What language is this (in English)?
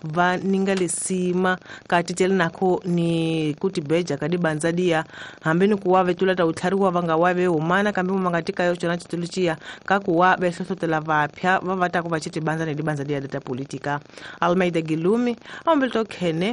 Tsonga